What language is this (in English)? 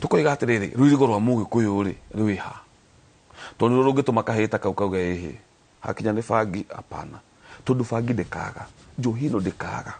Kikuyu